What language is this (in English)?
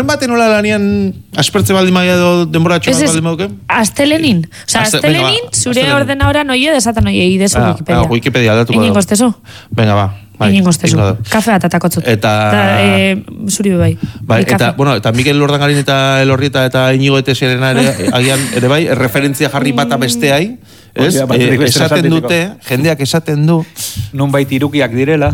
Basque